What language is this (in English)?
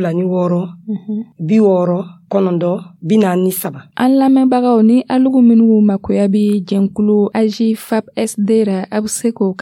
Dyula